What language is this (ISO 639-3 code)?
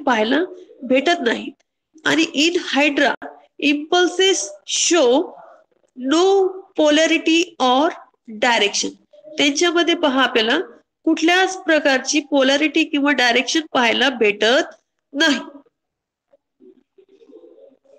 mar